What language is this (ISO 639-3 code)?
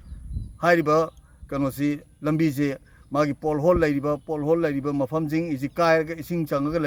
mni